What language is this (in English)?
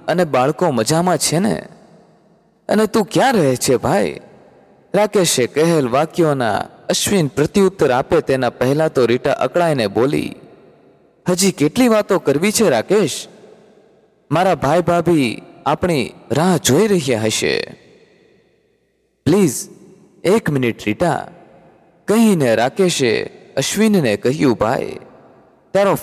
Gujarati